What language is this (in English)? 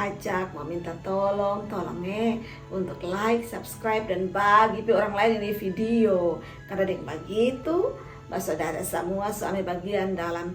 Kupang Malay